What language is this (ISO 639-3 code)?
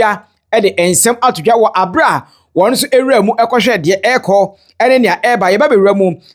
aka